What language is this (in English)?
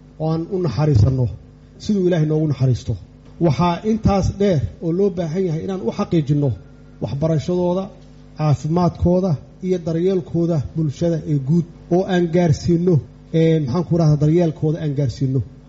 Somali